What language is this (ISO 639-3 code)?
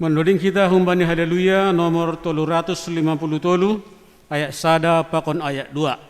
bts